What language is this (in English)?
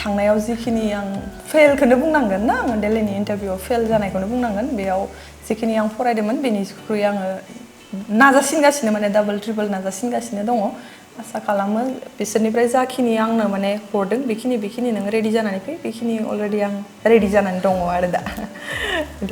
Bodo